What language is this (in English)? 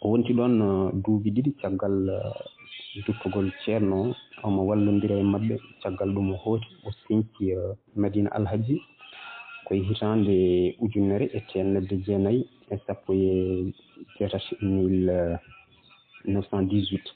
Fula